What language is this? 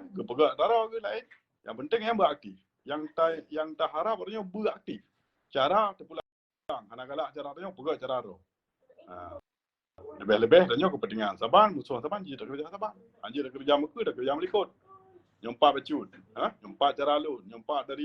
Achinese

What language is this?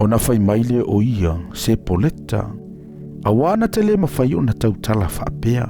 Samoan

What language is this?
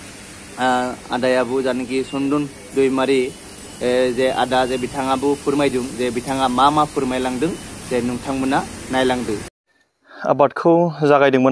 Bodo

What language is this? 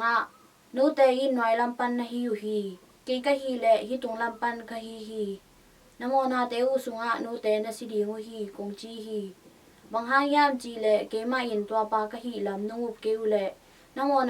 Tedim Chin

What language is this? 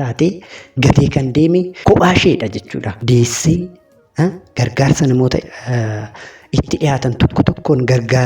Oromo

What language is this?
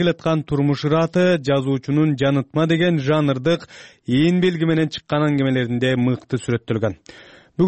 Kyrgyz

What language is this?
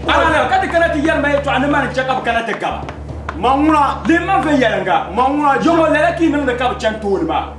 Dagbani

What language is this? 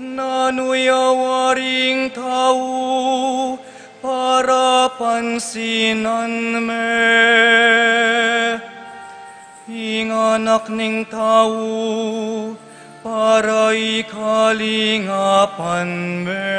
Pampanga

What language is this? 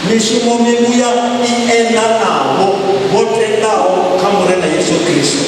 Venda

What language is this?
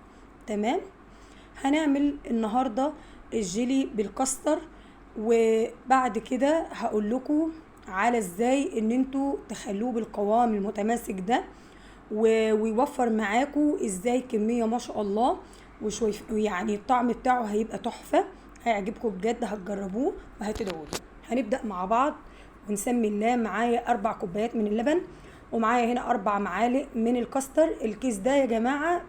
Egyptian Arabic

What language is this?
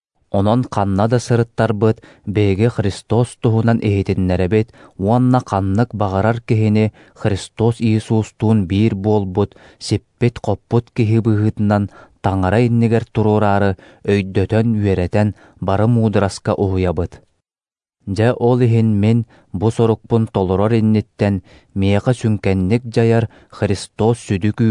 Yakut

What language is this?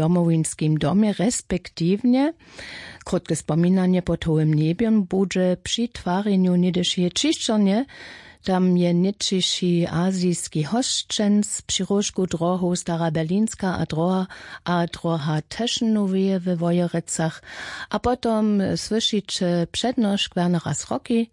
Upper Sorbian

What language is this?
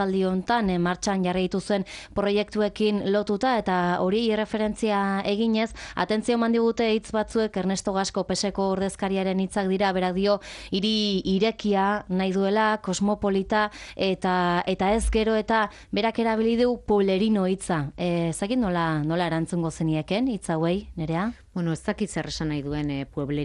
Basque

